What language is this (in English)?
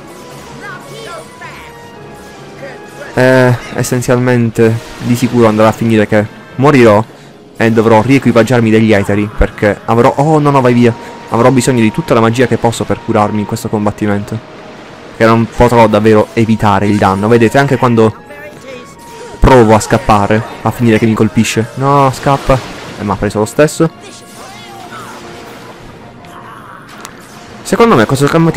Italian